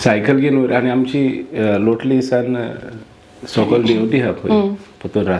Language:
Konkani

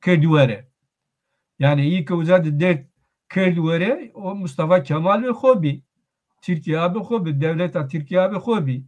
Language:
Zaza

